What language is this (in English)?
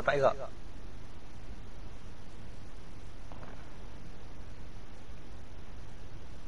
Malay